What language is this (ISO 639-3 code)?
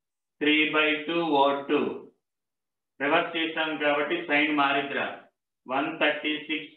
tel